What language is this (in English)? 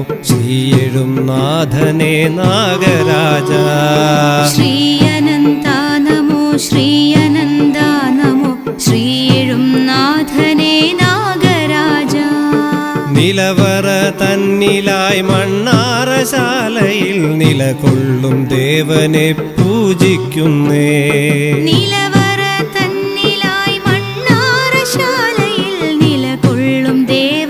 Malayalam